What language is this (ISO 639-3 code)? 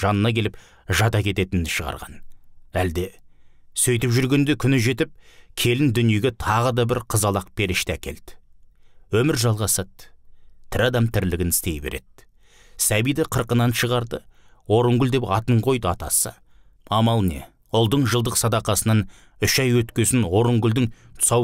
kaz